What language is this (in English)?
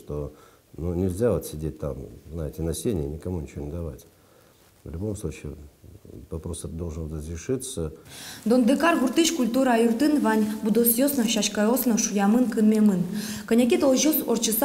Udmurt